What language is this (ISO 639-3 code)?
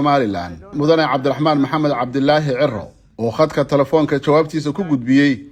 som